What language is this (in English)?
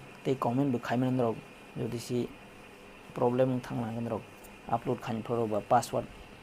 Kok Borok